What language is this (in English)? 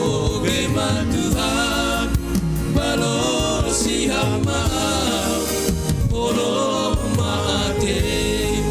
Batak Simalungun